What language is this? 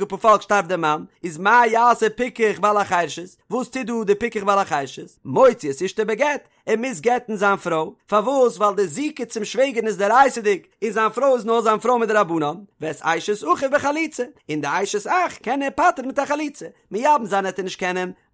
Yiddish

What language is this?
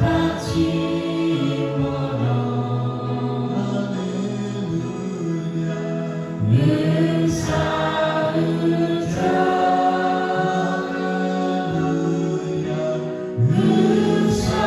Lahu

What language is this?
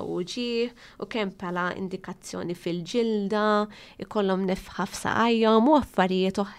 Maltese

